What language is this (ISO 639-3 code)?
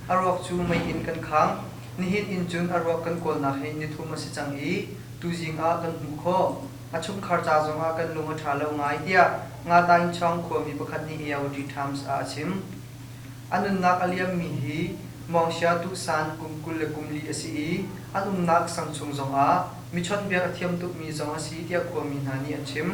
cnh